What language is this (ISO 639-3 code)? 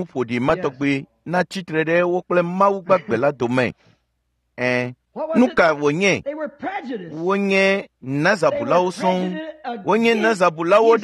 ewe